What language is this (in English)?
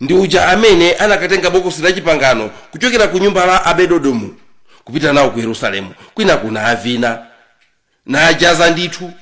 Nyanja